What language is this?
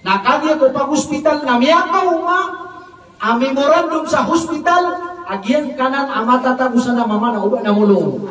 Maranao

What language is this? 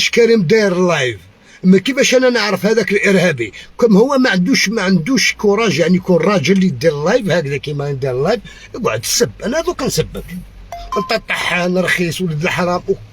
Algerian Arabic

